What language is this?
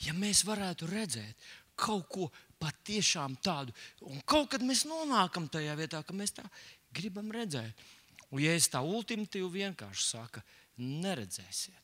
Latvian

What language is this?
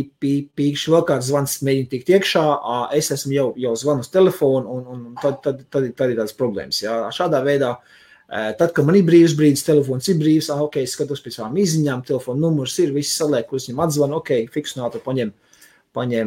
Latvian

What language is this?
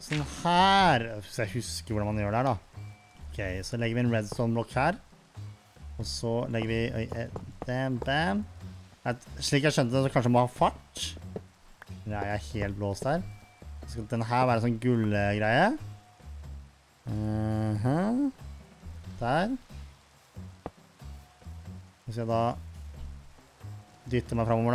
Norwegian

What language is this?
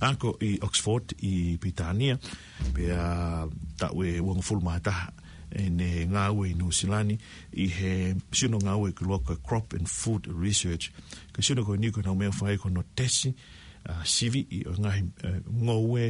Tongan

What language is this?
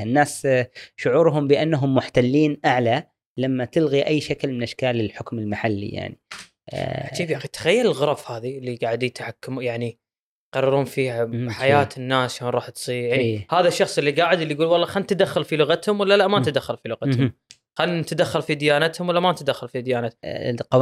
Gulf Arabic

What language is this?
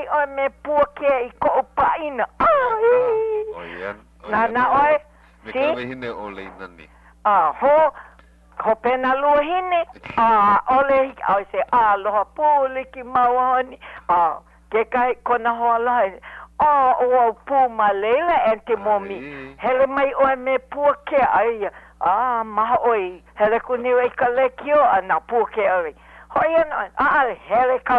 Hawaiian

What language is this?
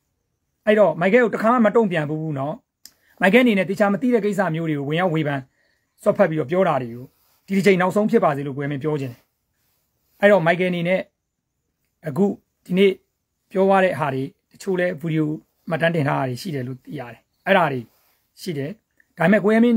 Burmese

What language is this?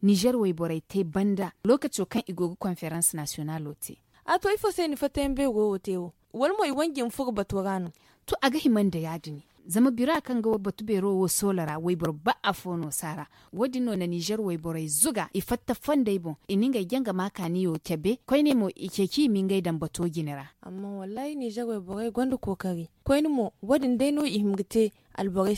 Zarma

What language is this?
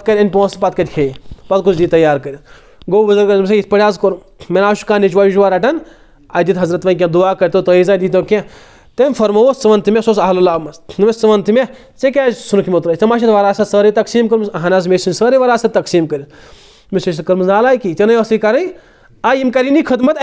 Kashmiri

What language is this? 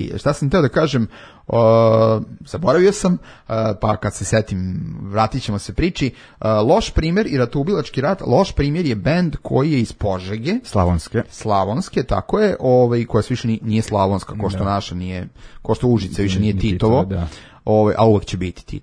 Serbian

